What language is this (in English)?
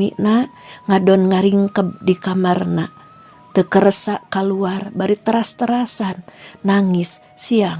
Sundanese